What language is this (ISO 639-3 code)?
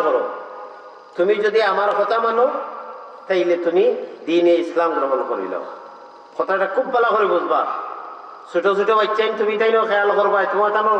syl